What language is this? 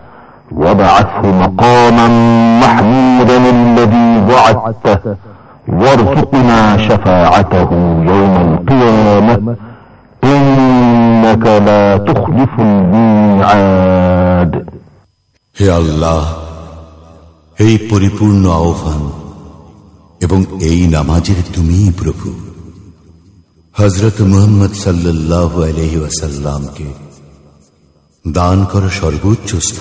Bangla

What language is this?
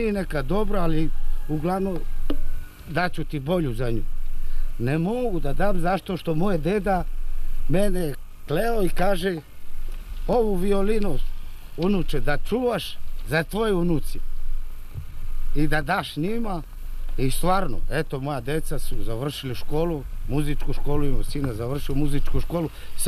Serbian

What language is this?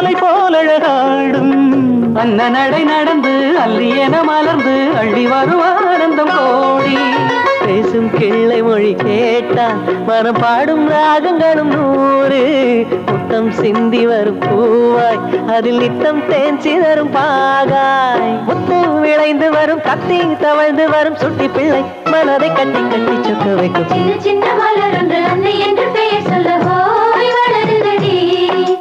Tamil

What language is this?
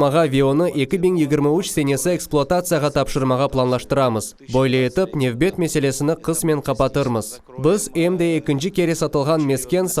Crimean Tatar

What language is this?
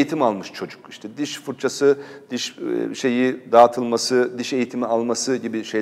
Turkish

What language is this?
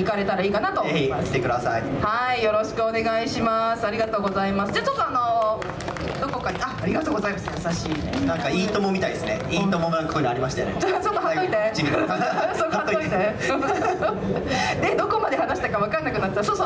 Japanese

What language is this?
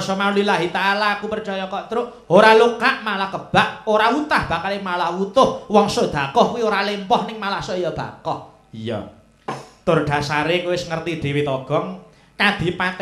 Javanese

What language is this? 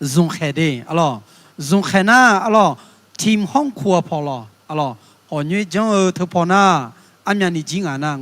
Akha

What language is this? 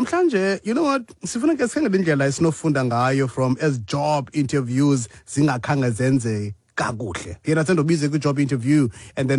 Xhosa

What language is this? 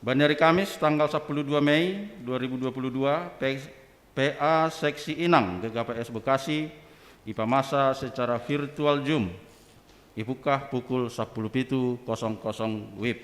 Batak Simalungun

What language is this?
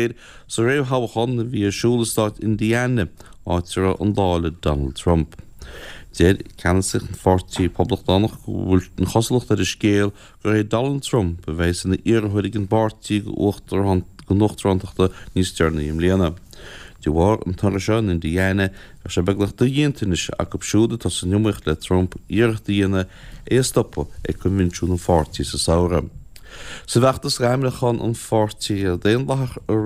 Irish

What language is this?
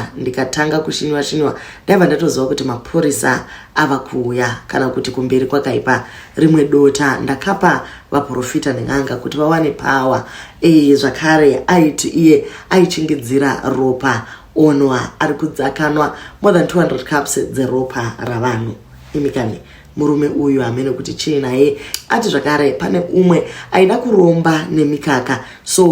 Shona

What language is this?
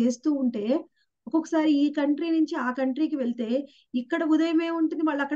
Telugu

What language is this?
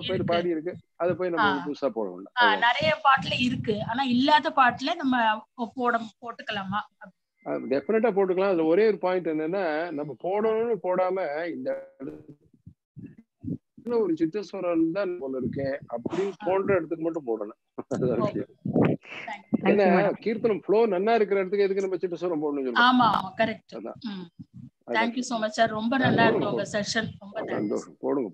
Tamil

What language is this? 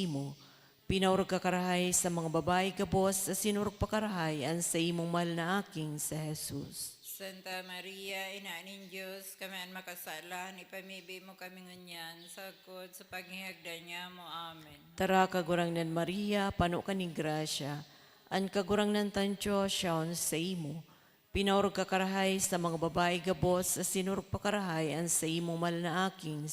Bikol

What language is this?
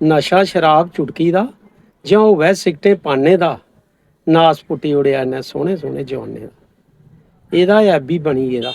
Dogri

